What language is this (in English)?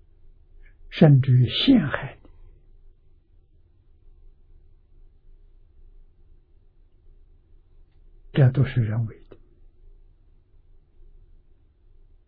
Chinese